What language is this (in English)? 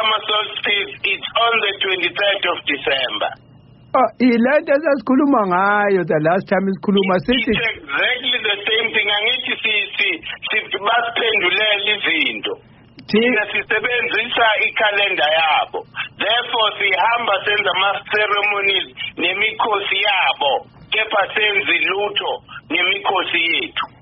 Zulu